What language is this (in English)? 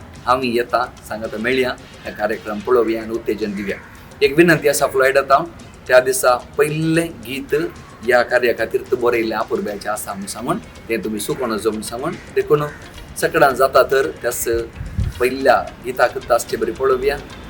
Konkani